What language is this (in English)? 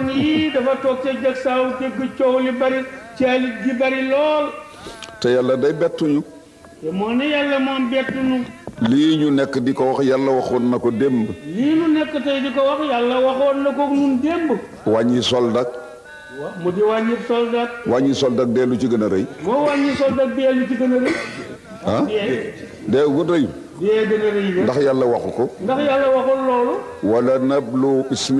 Wolof